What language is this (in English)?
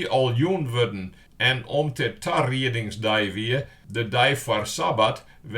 Western Frisian